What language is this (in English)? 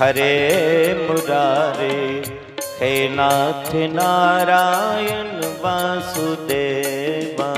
Dogri